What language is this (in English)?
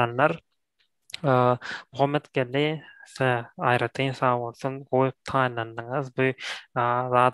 Turkmen